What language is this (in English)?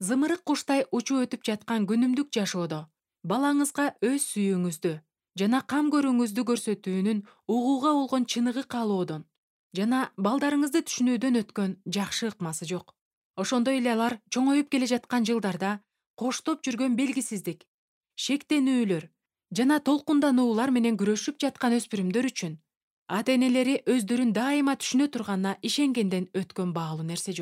Kyrgyz